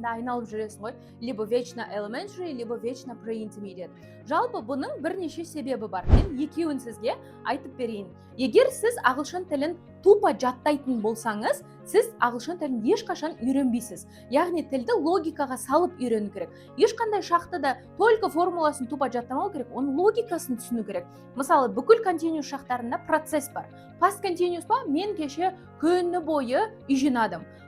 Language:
Kazakh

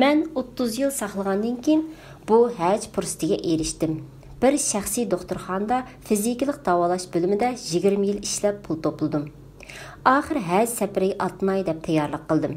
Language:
Uyghur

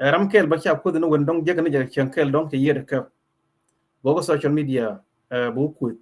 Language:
Nuer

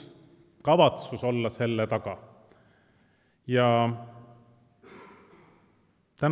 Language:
Estonian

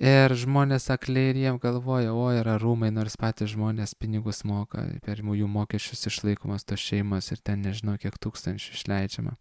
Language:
Lithuanian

